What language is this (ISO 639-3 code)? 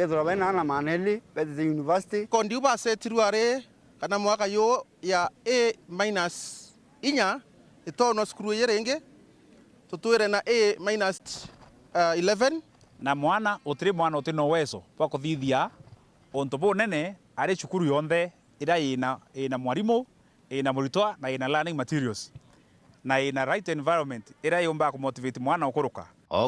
mer